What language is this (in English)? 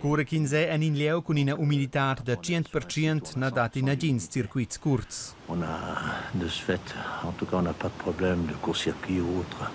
Romansh